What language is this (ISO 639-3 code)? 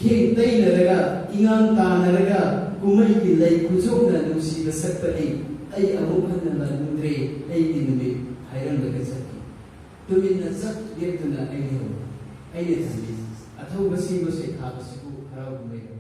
mni